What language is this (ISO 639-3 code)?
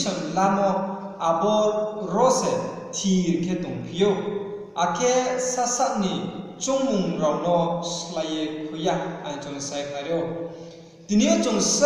ria